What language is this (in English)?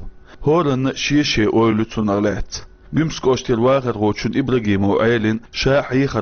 Chechen